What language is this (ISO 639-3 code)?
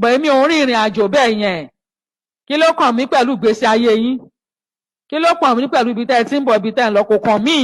yor